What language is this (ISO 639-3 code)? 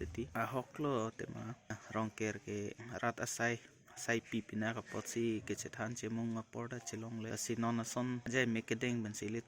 mjw